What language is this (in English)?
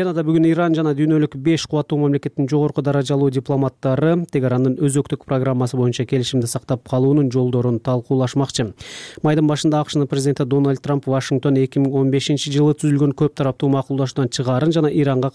Kyrgyz